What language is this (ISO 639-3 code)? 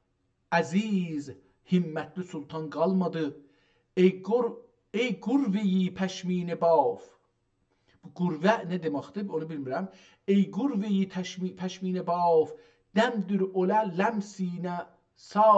azb